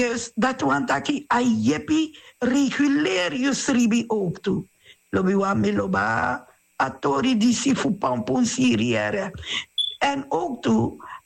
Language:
Sranan Tongo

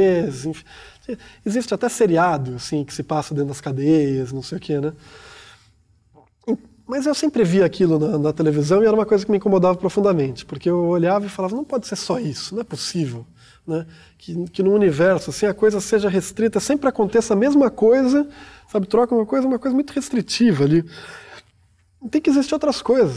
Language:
Portuguese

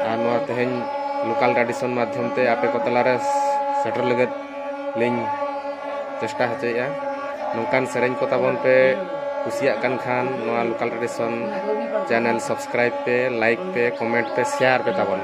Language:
Santali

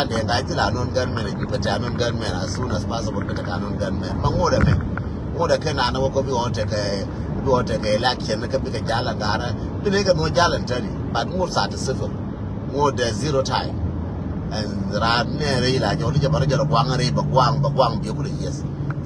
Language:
Nuer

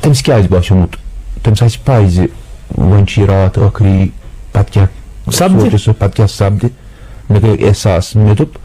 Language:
Kashmiri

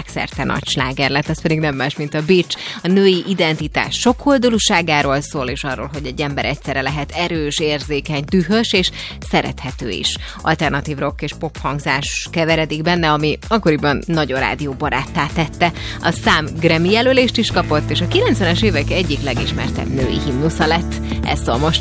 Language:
Hungarian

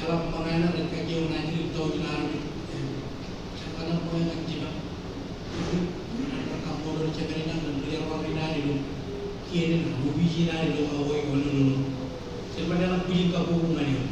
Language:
Marshallese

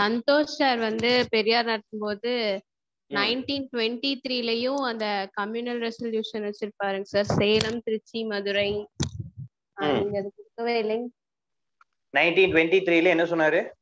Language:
Tamil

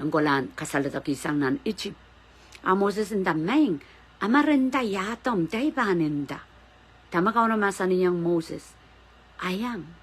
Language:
Pohnpeian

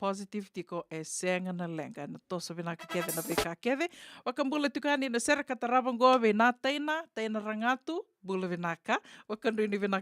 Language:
Fijian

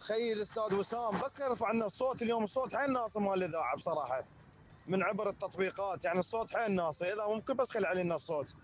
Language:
Mesopotamian Arabic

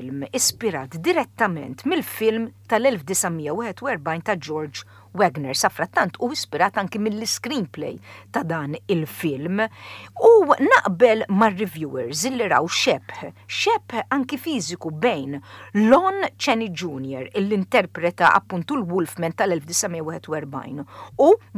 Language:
Maltese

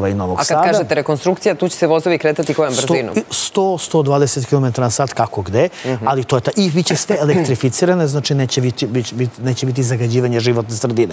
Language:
Serbian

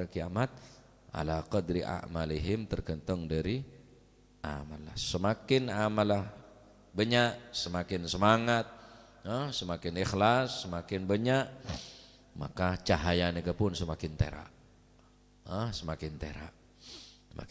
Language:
Madurese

